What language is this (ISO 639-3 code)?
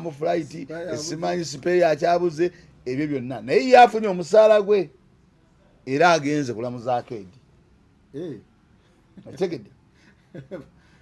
lug